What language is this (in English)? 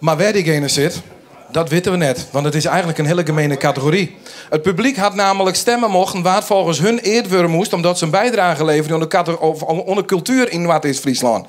Western Frisian